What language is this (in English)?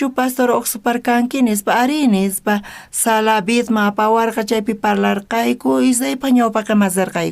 South Bolivian Quechua